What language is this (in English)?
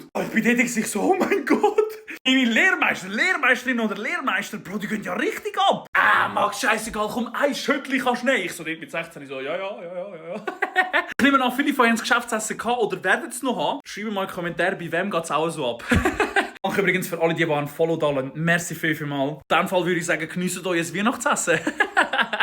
Swiss German